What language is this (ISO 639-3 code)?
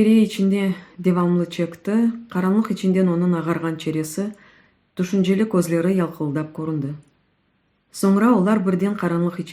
crh